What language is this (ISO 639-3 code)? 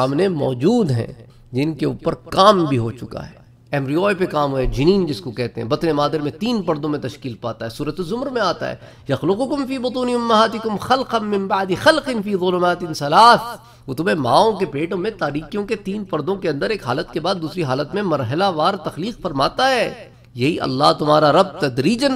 urd